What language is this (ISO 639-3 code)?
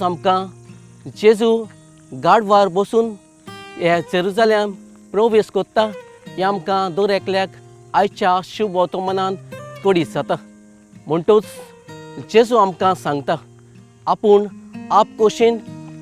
kok